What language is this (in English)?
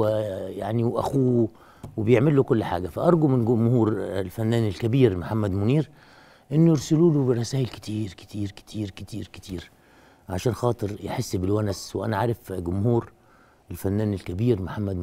Egyptian Arabic